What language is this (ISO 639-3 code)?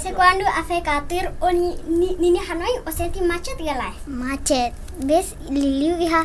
tet